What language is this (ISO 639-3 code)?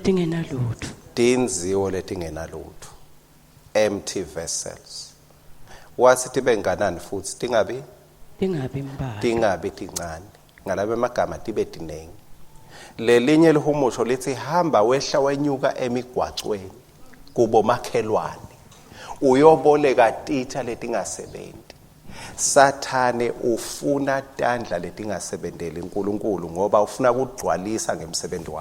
ssw